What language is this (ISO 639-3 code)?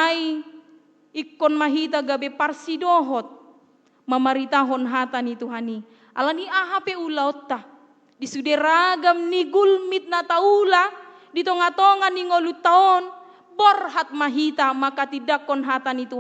bbc